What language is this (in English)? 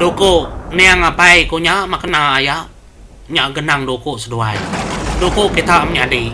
Iban